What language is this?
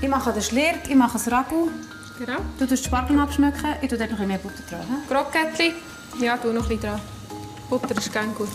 Swiss German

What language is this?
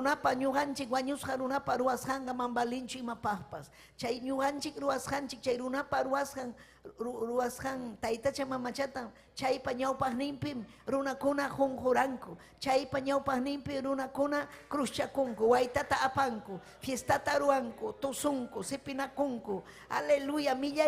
Ayacucho Quechua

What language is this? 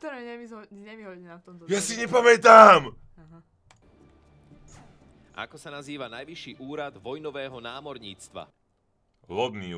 Slovak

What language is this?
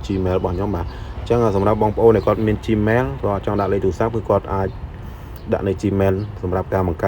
Khmer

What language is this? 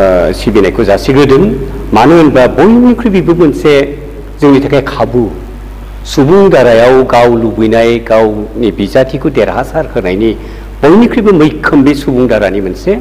Bodo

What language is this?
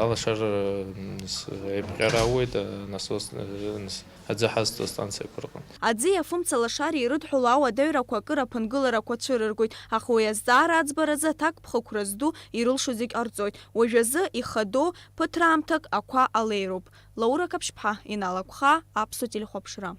Abkhazian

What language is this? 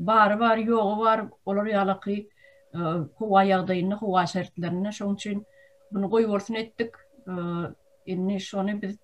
Turkmen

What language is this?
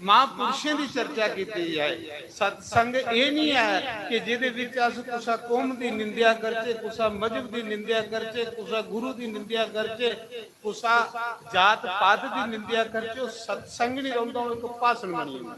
Dogri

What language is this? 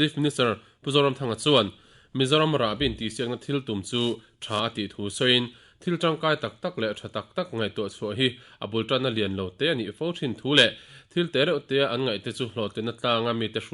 Mizo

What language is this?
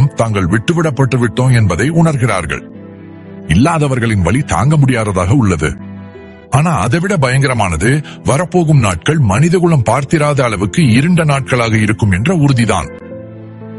Tamil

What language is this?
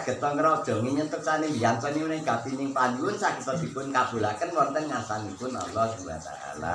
Javanese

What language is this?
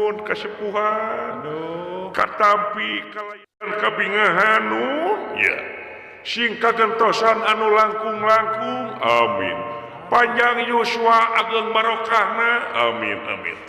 Sundanese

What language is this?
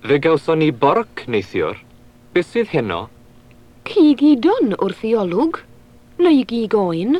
Welsh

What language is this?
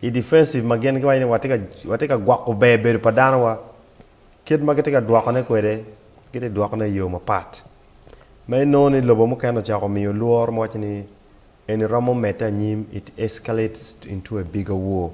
Acoli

